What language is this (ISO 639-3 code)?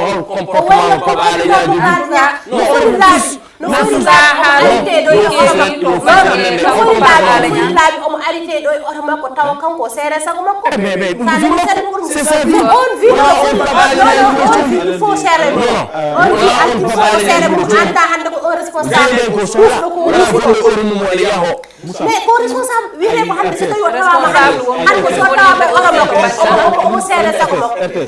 ful